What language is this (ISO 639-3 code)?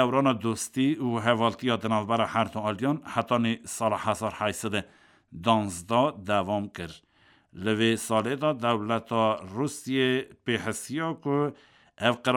kur